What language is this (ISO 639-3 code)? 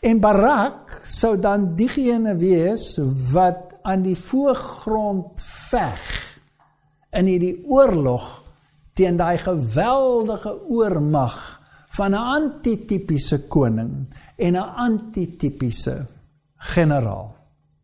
afr